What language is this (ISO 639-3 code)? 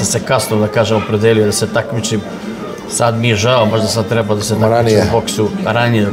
srp